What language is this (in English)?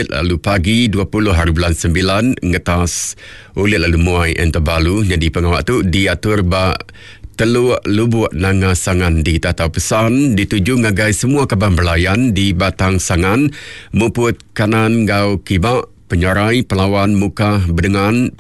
Iban